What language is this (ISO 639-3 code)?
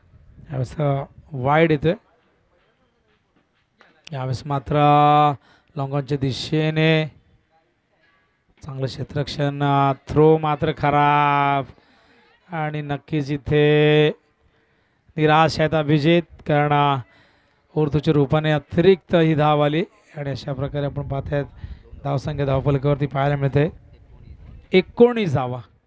mar